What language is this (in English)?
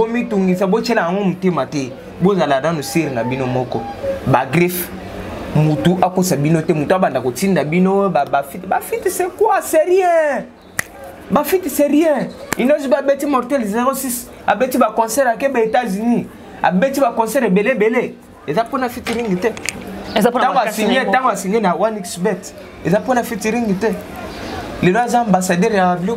Lingala